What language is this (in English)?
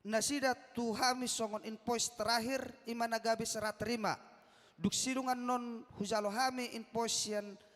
Batak Toba